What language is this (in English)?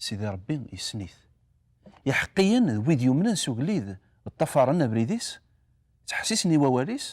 Kabyle